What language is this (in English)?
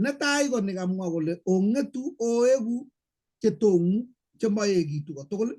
Kalenjin